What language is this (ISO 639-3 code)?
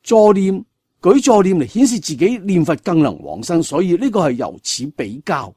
yue